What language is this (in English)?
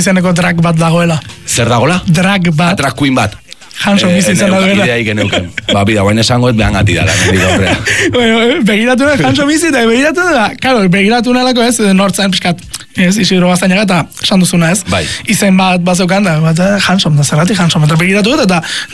Basque